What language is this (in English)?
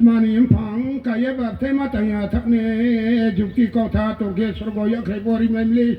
Riang (India)